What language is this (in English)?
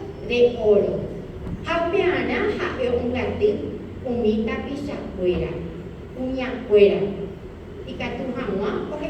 Guarani